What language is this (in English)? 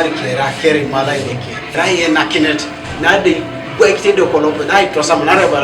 Teso